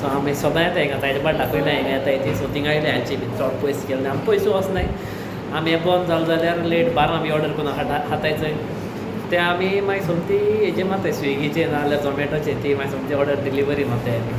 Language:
Konkani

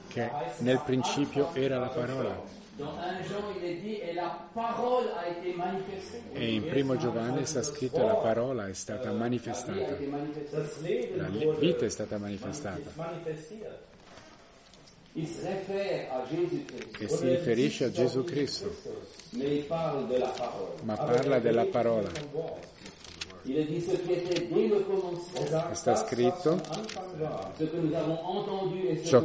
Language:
Italian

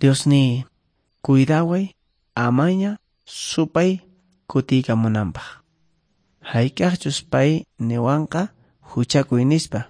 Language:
Quechua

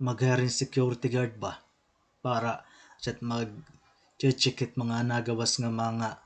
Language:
Waray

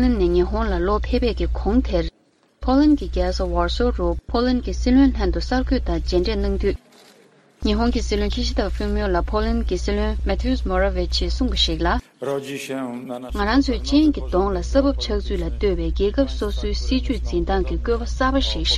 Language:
Tibetan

